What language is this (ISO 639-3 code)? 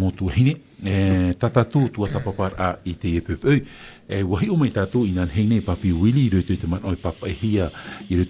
tah